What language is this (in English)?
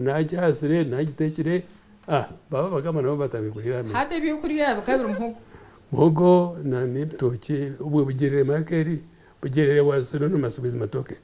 Nyankole